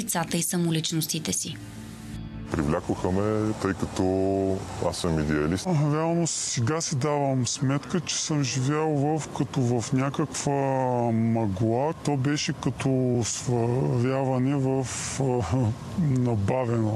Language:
Bulgarian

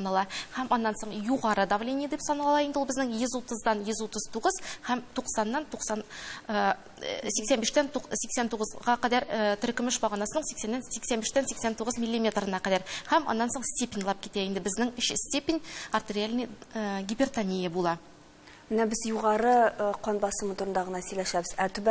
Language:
Tatar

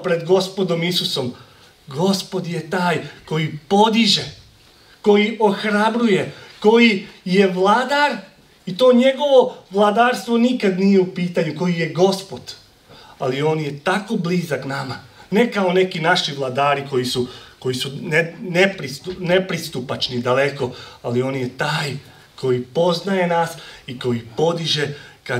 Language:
Serbian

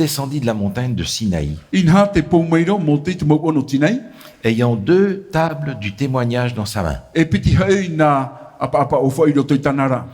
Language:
Tahitian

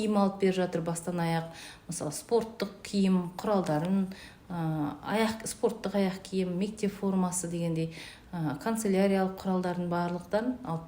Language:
Kazakh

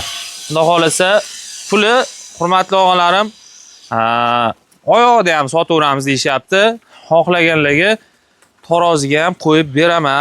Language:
Uzbek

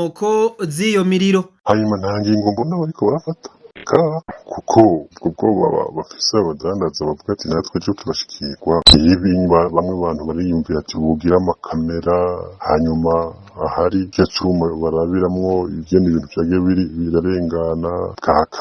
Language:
Rundi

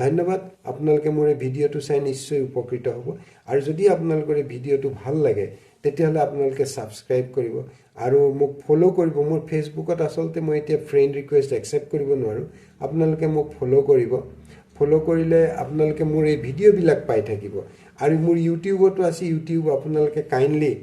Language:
Assamese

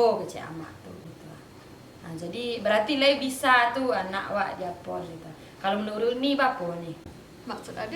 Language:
Minangkabau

